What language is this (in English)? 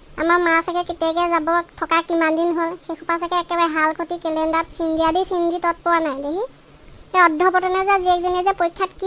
Assamese